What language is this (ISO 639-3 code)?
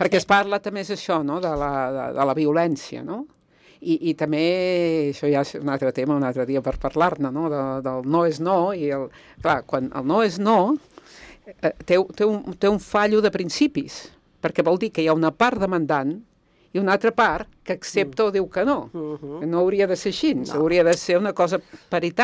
cat